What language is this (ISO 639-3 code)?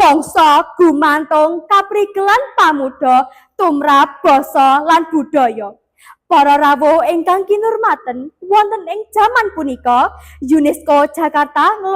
jav